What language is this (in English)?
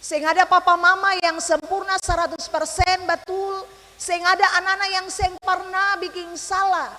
Ambonese Malay